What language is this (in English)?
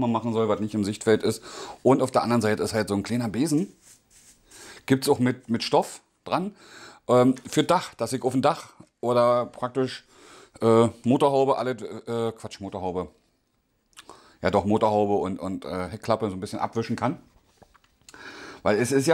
German